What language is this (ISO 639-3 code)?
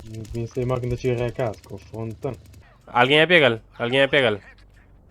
kea